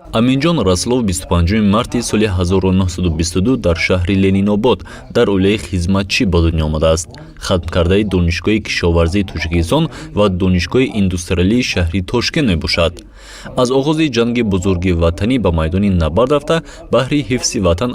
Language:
Tajik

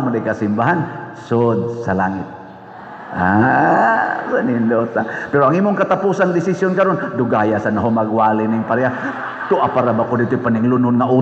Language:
Cebuano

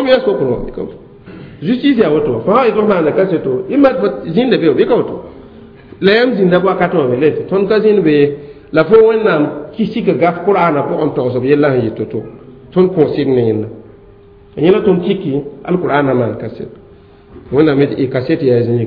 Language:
Mossi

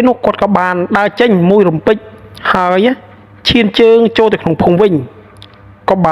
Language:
Khmer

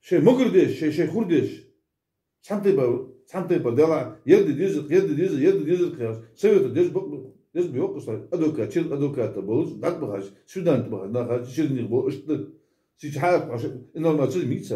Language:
Ingush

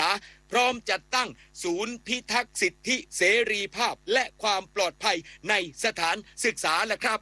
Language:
Thai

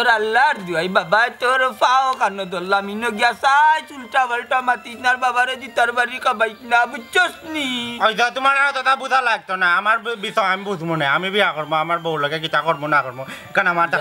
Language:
Sylheti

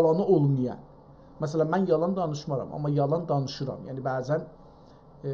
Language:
South Azerbaijani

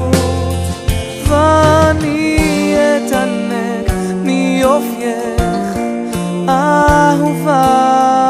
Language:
Hebrew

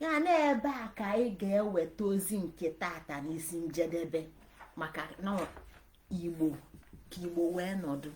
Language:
Igbo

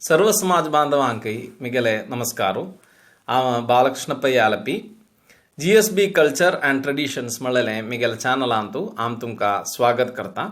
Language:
Konkani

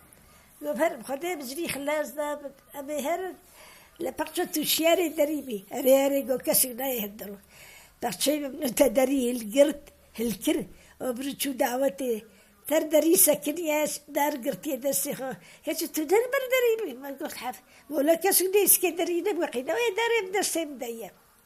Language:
Kurdish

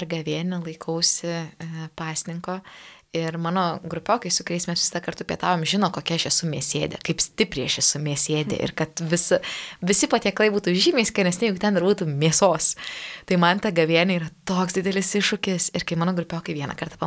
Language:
Lithuanian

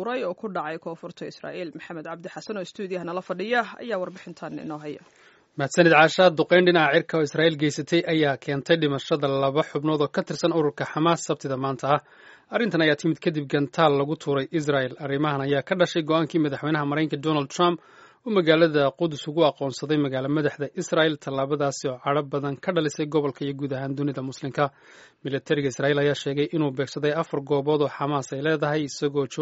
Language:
Somali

